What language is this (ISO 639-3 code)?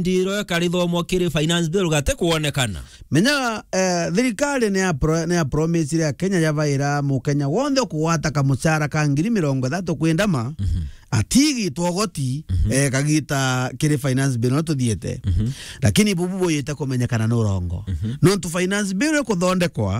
mer